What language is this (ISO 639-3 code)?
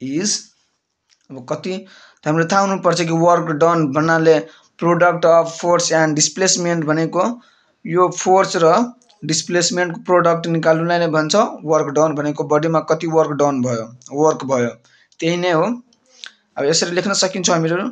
nep